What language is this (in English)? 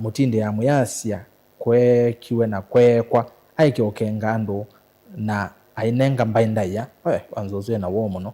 Kamba